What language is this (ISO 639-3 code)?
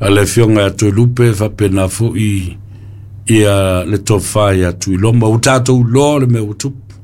smo